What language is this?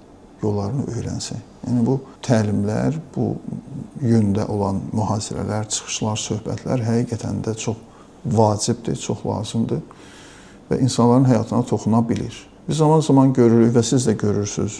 Azerbaijani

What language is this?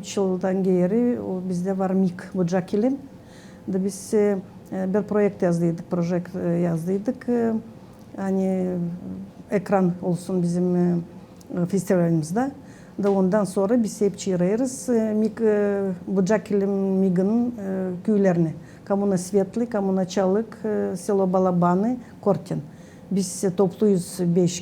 Gagauz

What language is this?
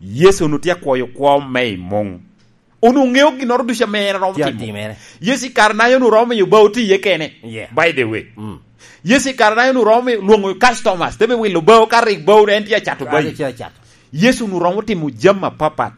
Lango (Uganda)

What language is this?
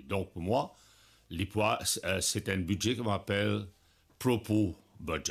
Morisyen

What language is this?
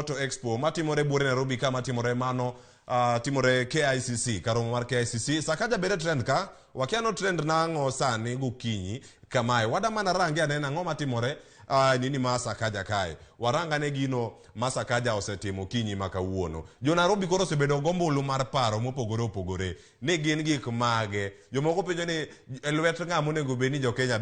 Luo (Kenya and Tanzania)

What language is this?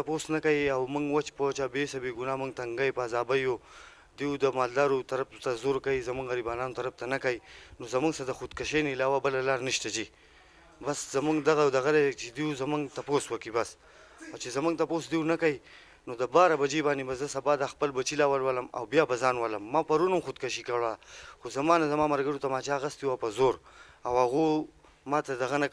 Pashto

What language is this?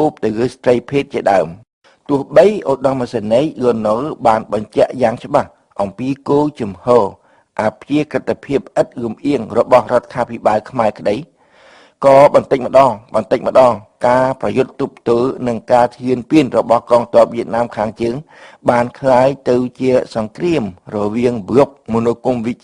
Khmer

